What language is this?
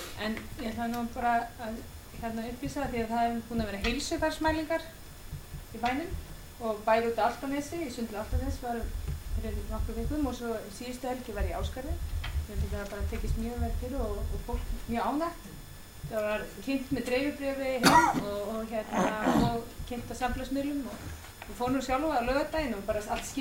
Icelandic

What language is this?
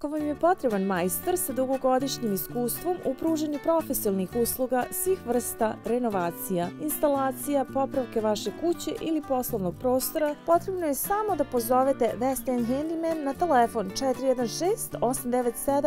Serbian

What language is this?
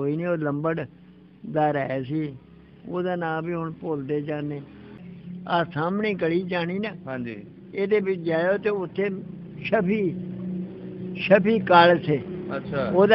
Punjabi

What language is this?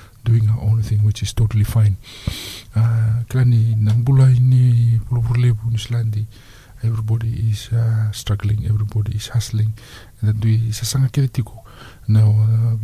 Fijian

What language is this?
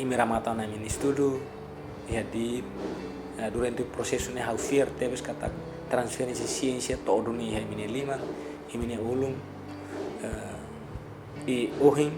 Tetum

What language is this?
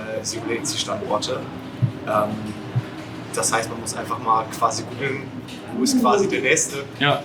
German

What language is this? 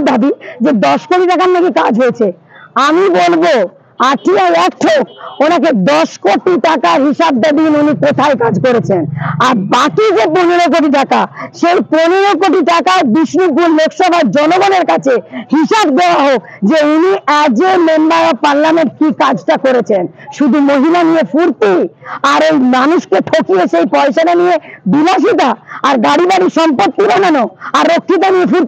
Bangla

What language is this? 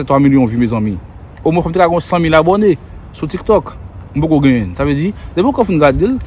Haitian Creole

